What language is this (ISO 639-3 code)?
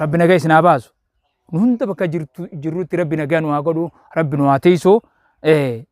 orm